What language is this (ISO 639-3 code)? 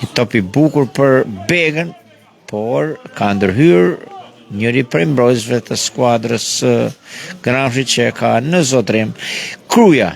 sqi